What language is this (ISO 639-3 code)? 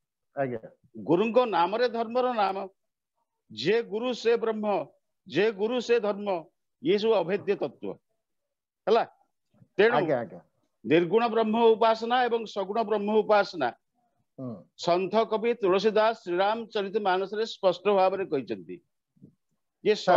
ori